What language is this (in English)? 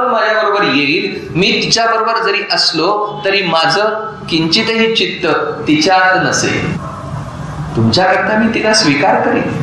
Marathi